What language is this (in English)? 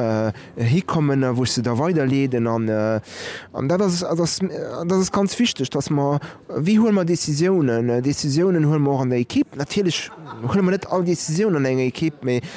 Luxembourgish